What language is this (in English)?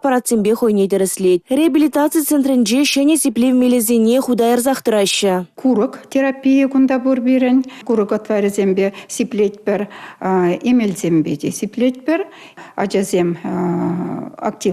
Chuvash